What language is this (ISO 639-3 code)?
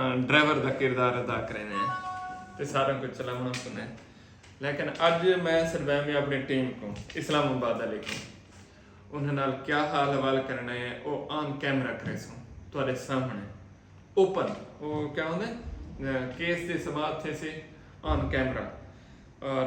skr